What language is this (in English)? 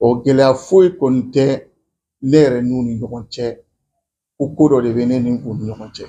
Bambara